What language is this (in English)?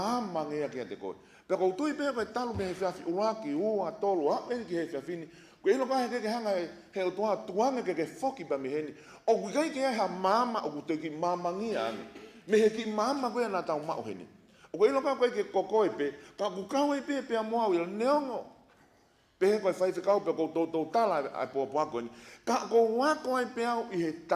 Tongan